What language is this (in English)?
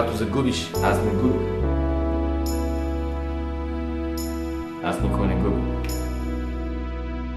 Bulgarian